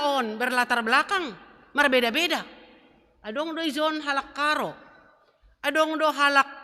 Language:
Batak Simalungun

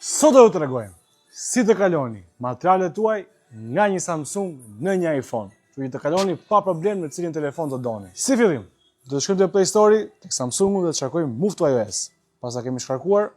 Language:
Albanian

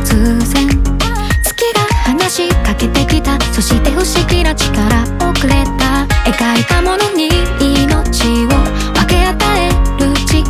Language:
Japanese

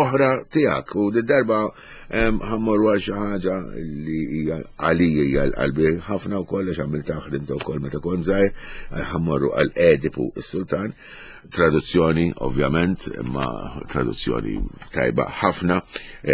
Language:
Maltese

